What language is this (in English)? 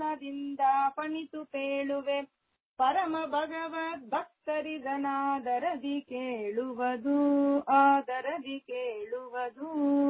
Kannada